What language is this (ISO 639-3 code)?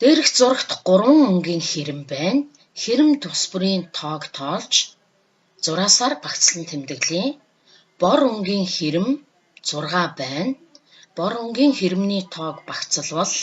mon